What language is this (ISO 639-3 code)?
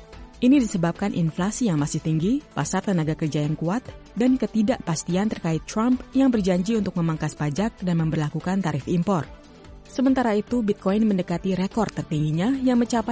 ind